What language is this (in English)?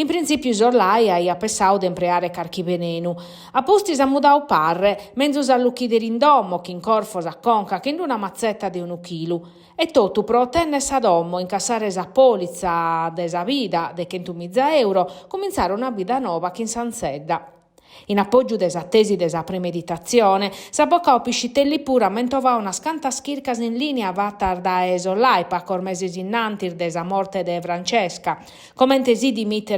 Sardinian